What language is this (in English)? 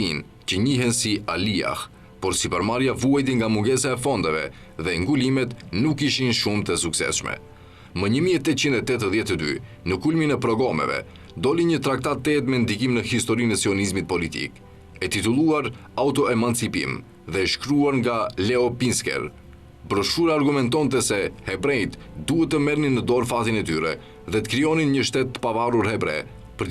Albanian